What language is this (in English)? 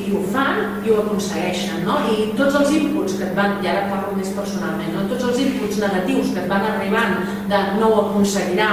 Catalan